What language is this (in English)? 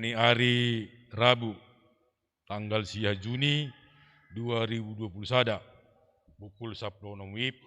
Batak Simalungun